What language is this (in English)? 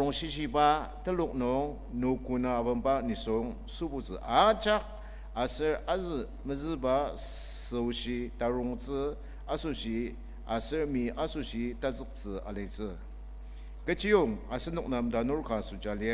Ao Naga